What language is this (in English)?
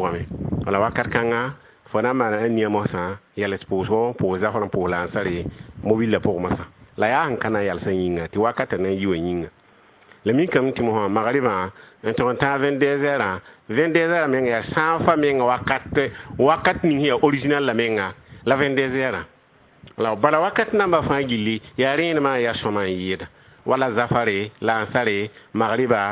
Mossi